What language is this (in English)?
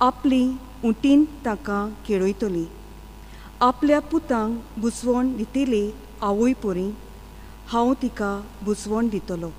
Konkani